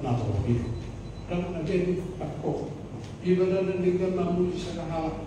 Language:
Batak Toba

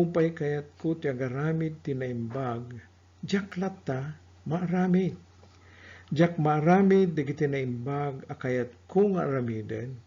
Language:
Iloko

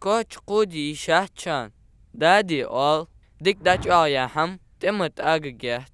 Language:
Ingush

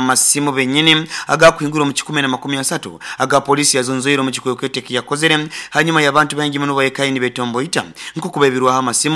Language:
Nyoro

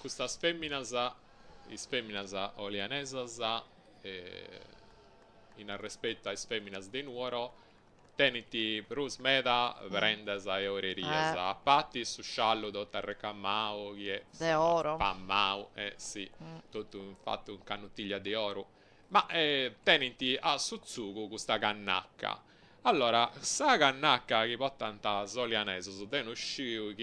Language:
Sardinian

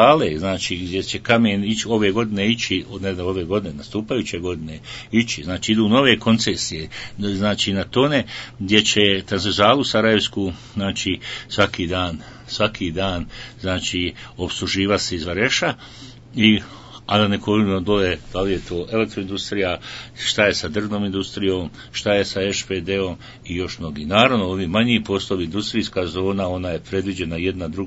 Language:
Bosnian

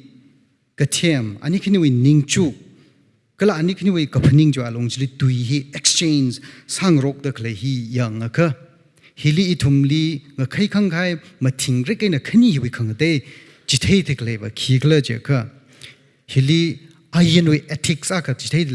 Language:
Tangkhul Naga (India)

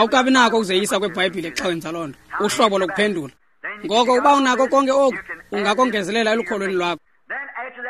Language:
Xhosa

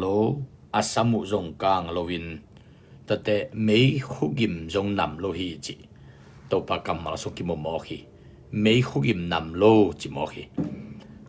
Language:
Tedim Chin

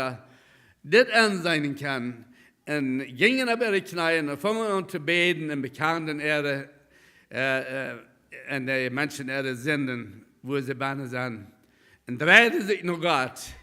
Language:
Plautdietsch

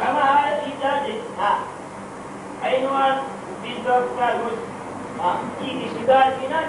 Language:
Brahui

